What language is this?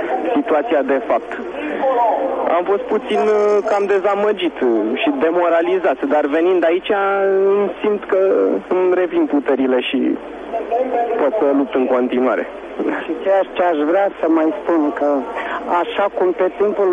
Romanian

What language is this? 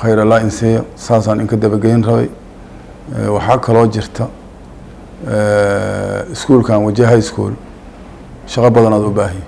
Somali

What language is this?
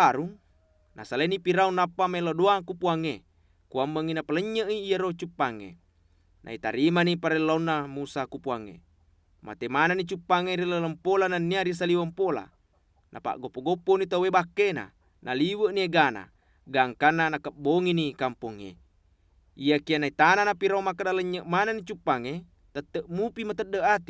Buginese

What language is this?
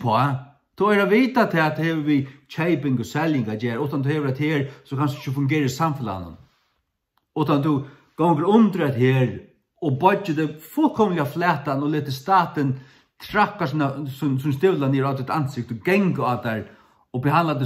Faroese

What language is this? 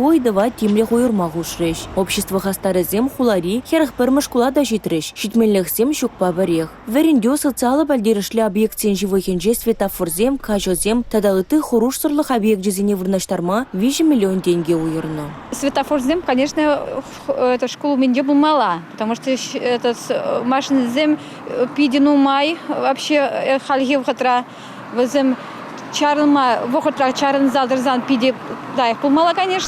Chuvash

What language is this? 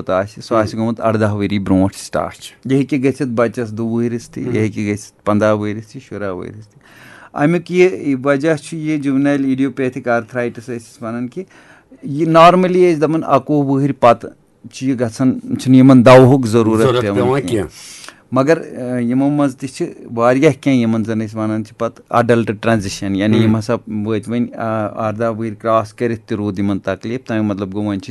Kashmiri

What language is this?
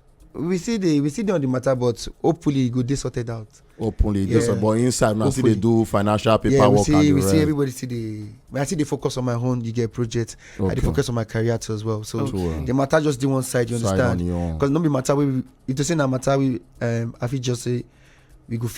Nigerian Pidgin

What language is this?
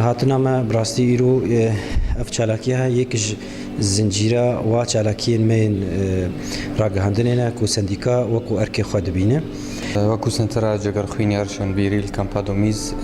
Kurdish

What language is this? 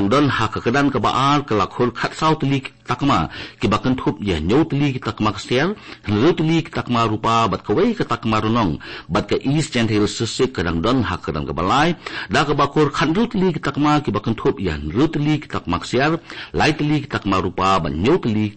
Khasi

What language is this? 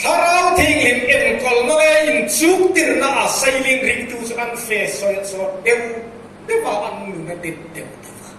Hmar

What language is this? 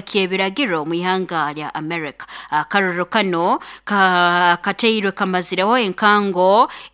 Nyoro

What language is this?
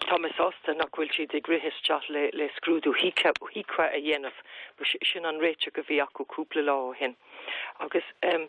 Irish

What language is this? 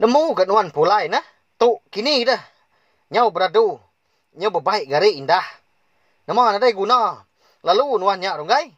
Iban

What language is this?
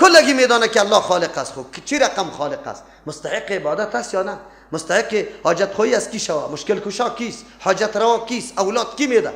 Persian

